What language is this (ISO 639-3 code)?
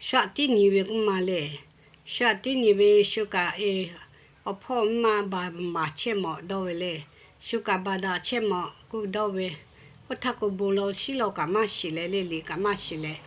lhu